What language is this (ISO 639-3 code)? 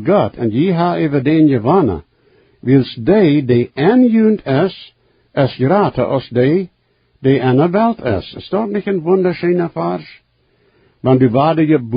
pdt